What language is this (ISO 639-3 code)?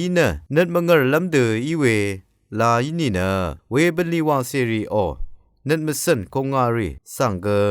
raw